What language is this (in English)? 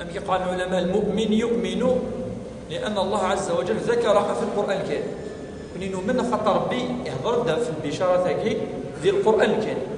Kabyle